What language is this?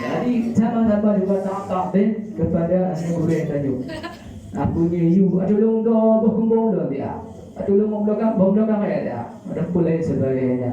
Achinese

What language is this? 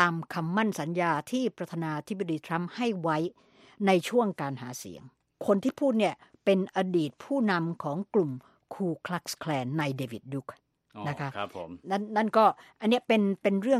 Thai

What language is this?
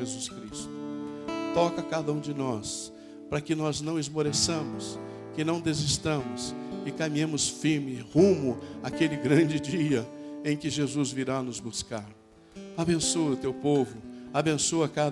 Portuguese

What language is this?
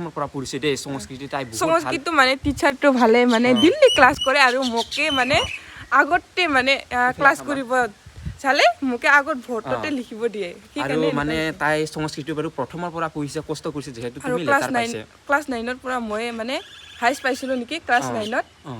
Assamese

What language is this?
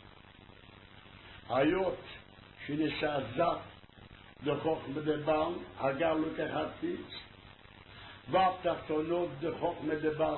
Hebrew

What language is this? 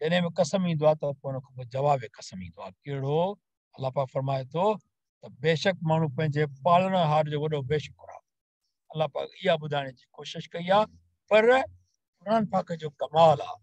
Sindhi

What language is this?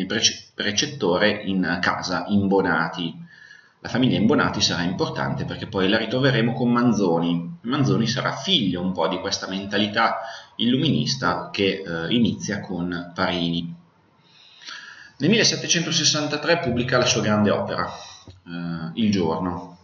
Italian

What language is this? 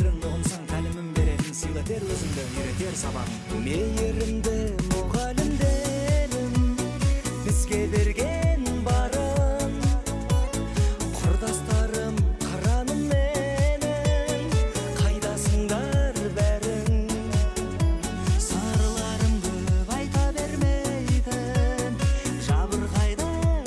Kazakh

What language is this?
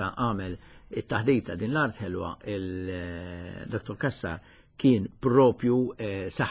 Maltese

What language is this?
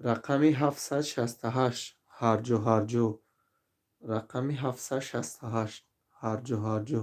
Tajik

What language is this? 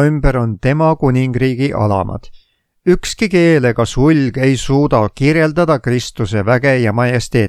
Estonian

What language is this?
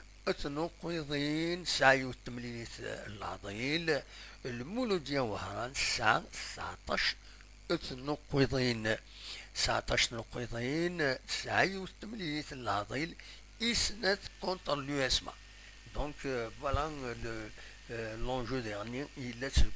Kabyle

